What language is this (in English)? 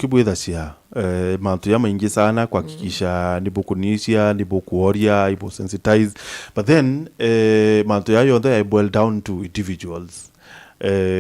Meru